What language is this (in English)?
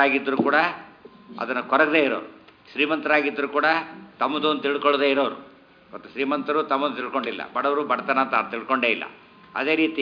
Kannada